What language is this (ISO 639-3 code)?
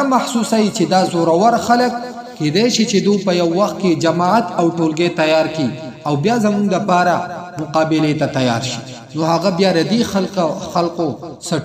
pus